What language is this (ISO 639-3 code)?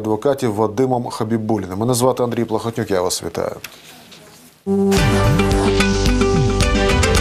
ukr